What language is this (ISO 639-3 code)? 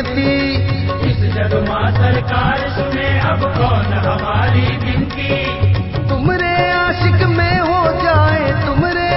hin